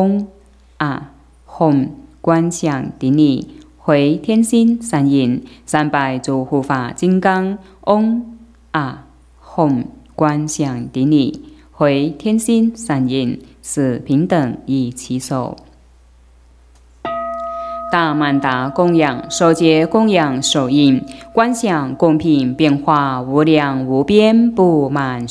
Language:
Chinese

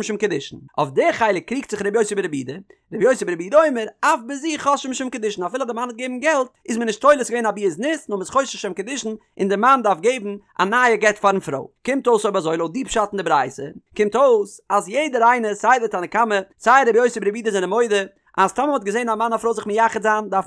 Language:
Yiddish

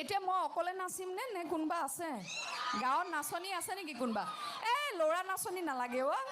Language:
Assamese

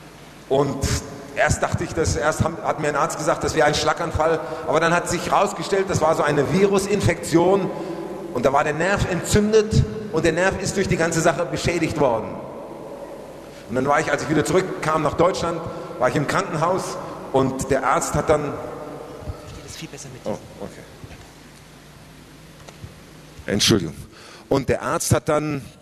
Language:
German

